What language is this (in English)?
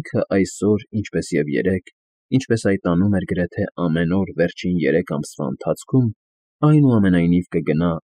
Armenian